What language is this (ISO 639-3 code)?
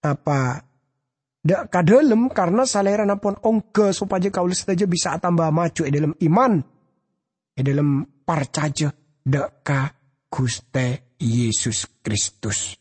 mad